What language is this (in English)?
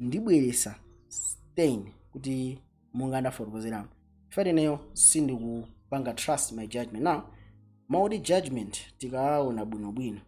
Nyanja